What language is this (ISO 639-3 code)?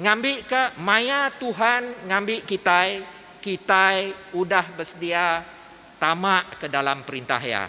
iba